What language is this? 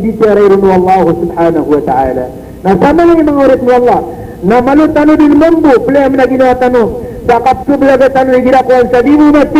Maranao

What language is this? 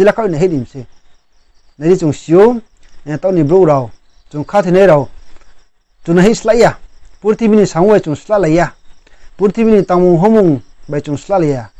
Riang (India)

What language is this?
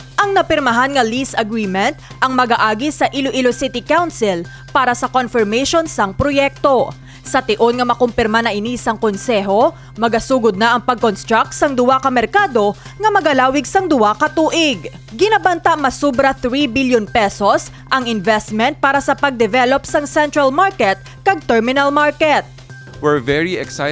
Hiligaynon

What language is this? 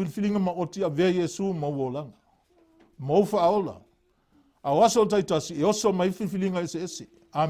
Samoan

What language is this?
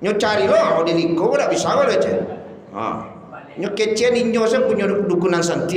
Minangkabau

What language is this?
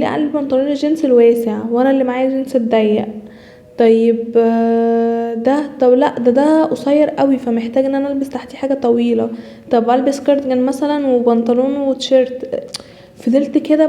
Egyptian Arabic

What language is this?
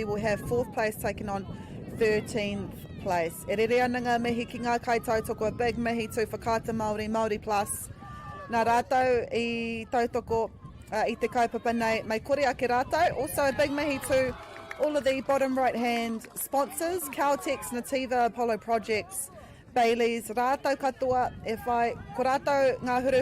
Māori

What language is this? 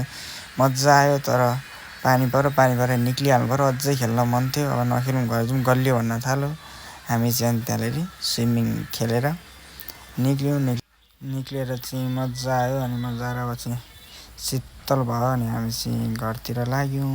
Nepali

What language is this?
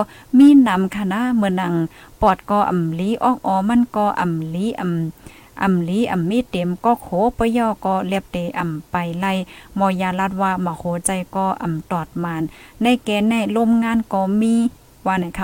Thai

